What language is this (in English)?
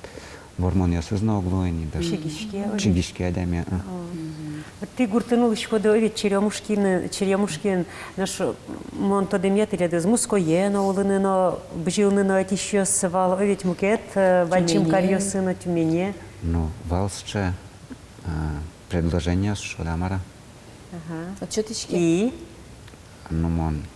Udmurt